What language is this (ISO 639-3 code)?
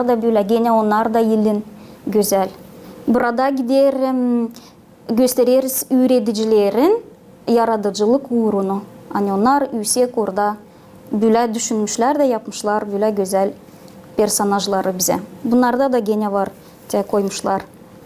gag